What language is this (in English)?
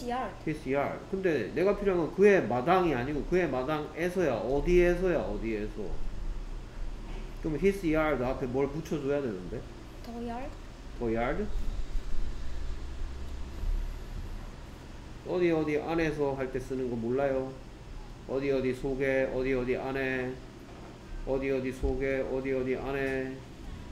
Korean